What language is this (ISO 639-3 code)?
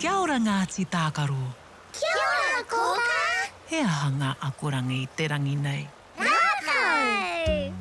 mri